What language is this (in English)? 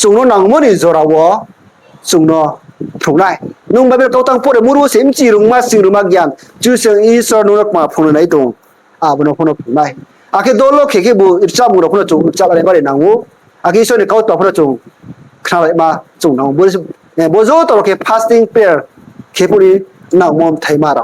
Riang (India)